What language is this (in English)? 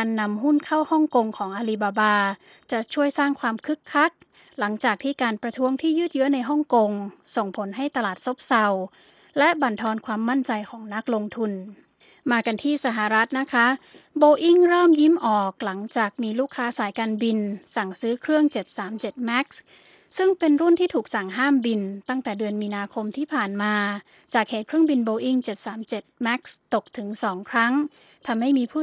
Thai